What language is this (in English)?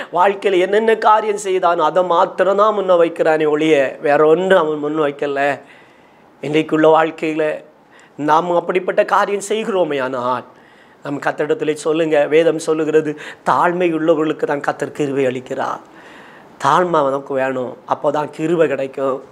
Tamil